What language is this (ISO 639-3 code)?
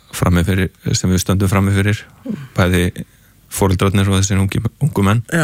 isl